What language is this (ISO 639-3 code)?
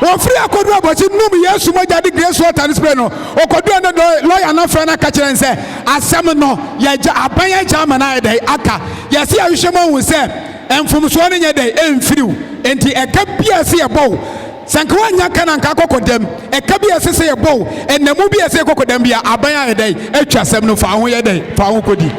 aka